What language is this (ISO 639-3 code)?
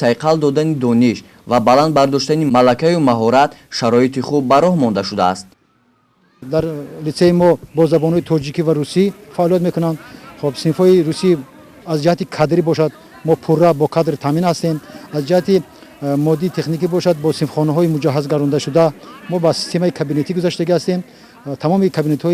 tgk